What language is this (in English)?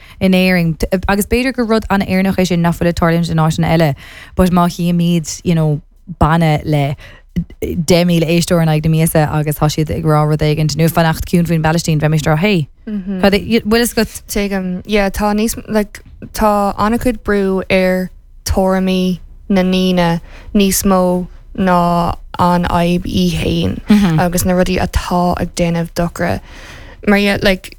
Irish